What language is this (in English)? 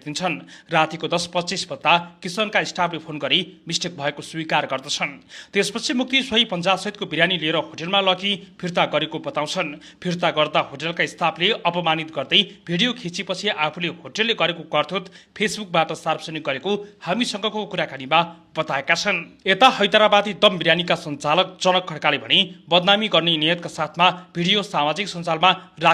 Nepali